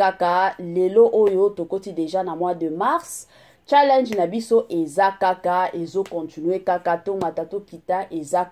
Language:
Lingala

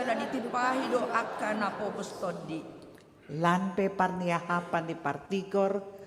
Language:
Batak Toba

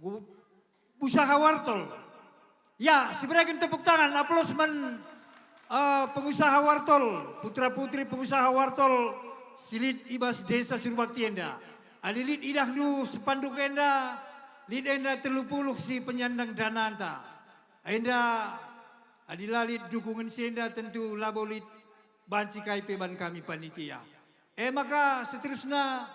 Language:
Batak Karo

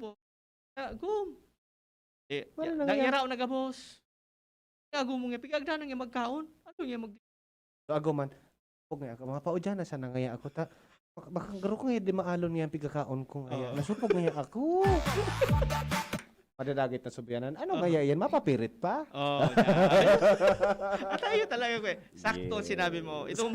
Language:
Bikol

